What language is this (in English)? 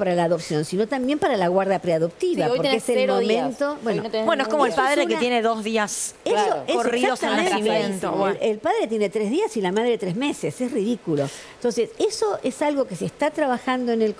Spanish